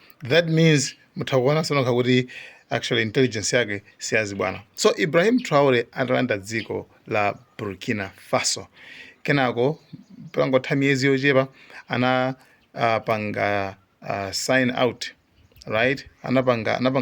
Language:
Nyanja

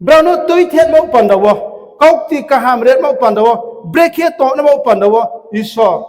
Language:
Riang (India)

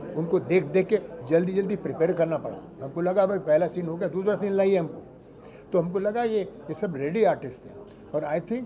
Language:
Hindi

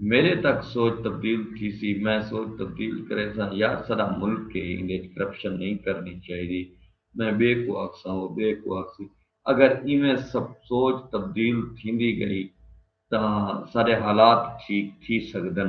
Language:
Saraiki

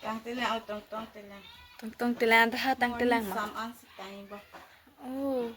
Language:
Karbi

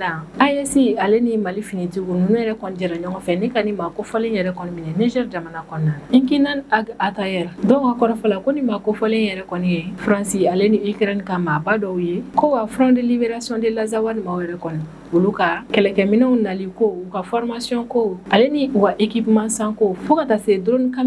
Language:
Bambara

